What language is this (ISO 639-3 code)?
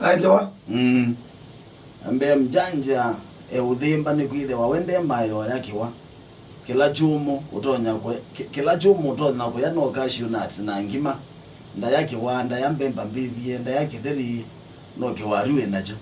kam